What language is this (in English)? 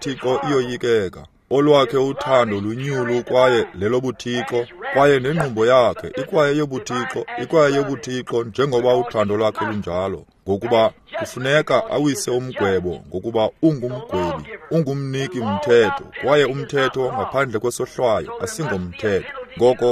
Xhosa